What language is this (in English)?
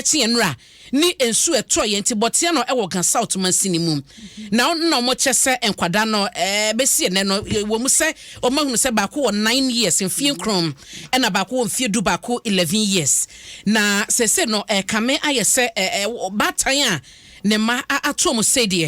Akan